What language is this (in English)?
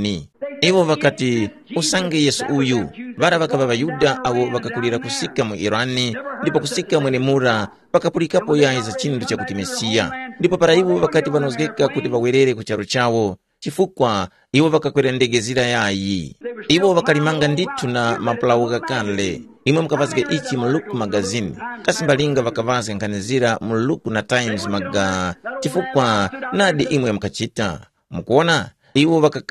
Tumbuka